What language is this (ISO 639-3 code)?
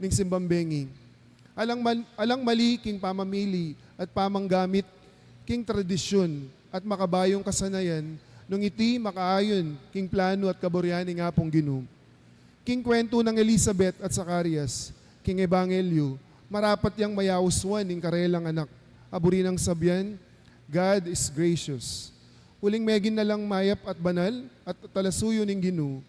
pam